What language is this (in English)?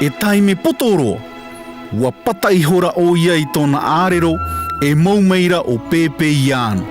Tahitian